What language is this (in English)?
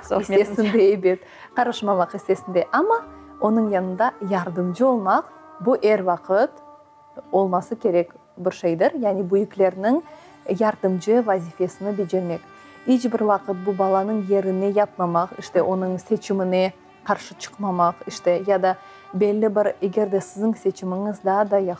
Crimean Tatar